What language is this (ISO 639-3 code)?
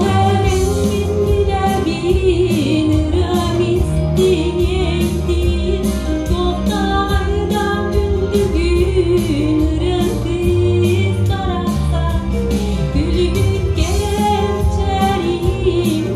sah